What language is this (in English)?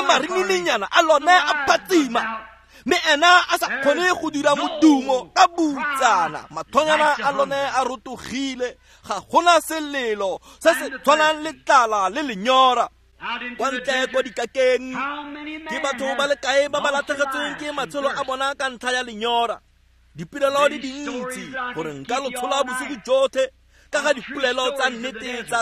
Tswana